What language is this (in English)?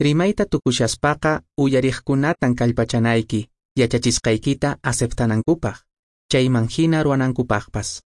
Quechua